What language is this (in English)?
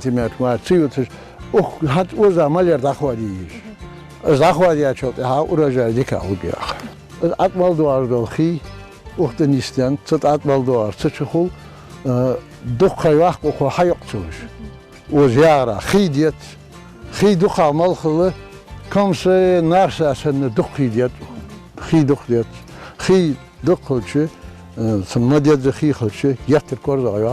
Ingush